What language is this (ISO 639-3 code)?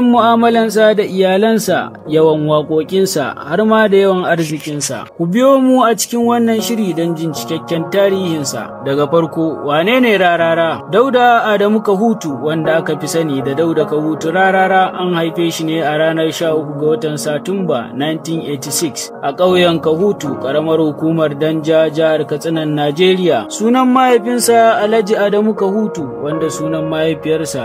hau